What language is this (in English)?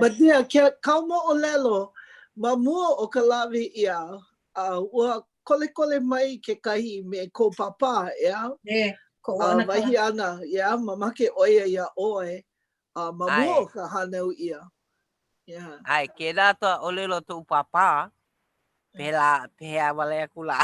Hawaiian